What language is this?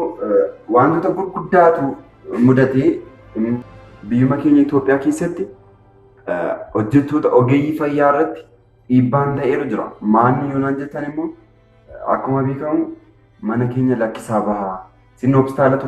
Oromo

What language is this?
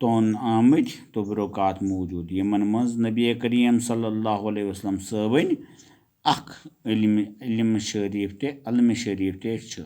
Kashmiri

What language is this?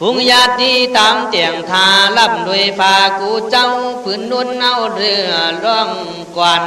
Khün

